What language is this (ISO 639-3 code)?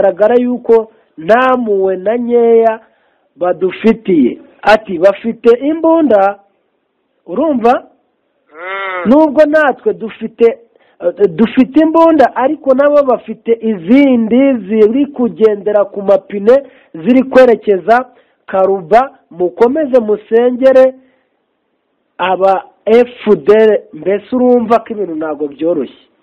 kin